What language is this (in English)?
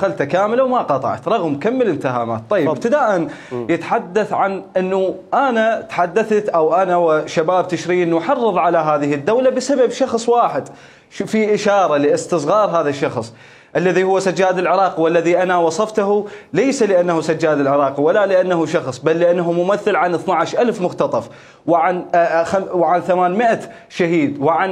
Mesopotamian Arabic